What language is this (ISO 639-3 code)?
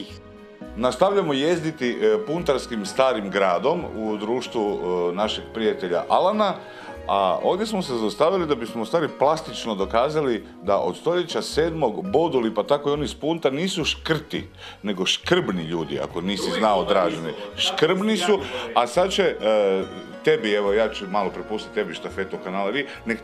hrv